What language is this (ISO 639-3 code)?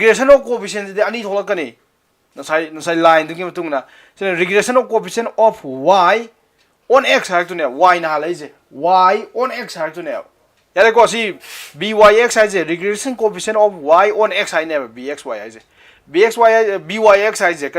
mni